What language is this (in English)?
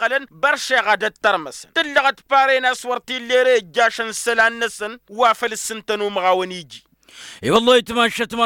Tamasheq